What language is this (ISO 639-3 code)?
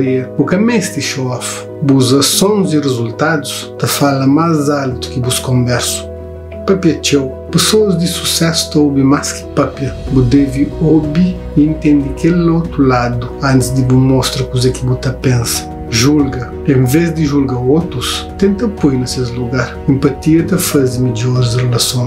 kea